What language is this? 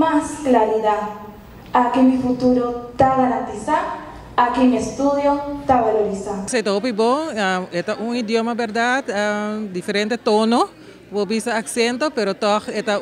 Papiamento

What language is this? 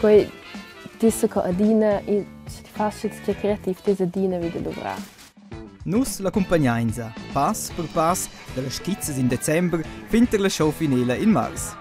Romansh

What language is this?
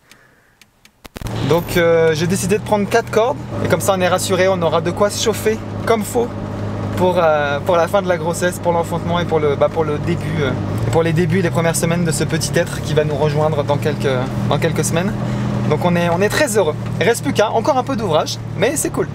French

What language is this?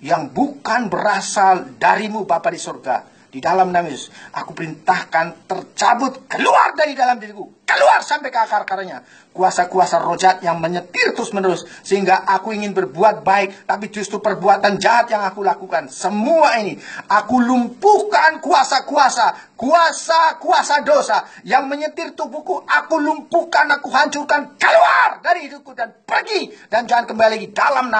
Indonesian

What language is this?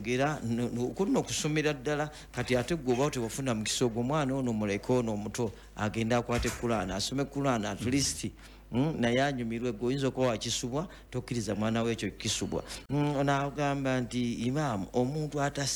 Ganda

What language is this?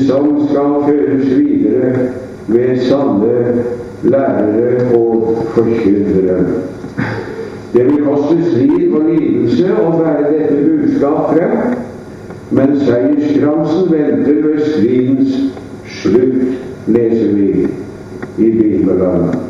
Norwegian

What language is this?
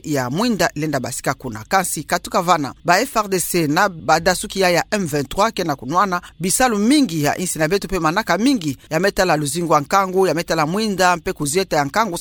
Kituba (Democratic Republic of Congo)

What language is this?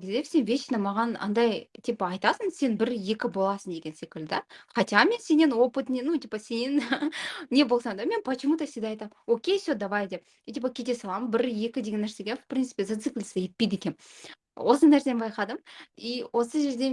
Kazakh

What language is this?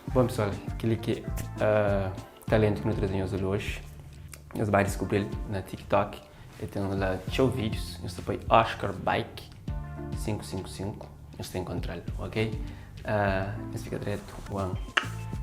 Kabuverdianu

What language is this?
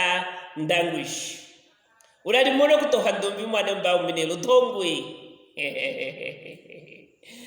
Luvale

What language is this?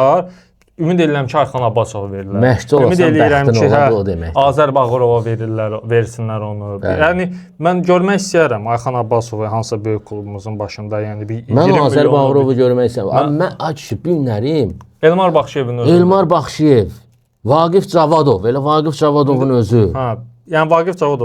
Azerbaijani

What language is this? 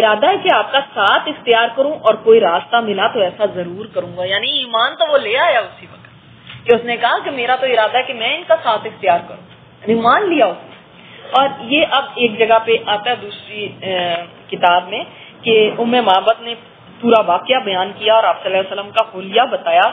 Urdu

